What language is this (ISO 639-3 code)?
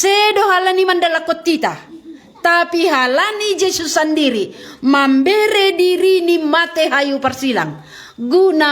bts